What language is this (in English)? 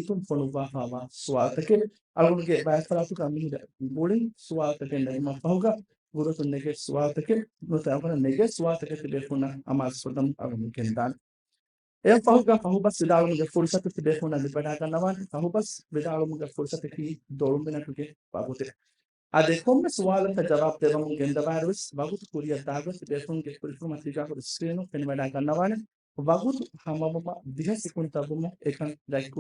Divehi